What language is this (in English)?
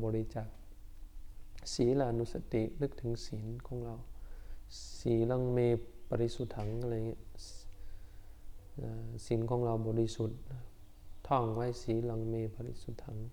Thai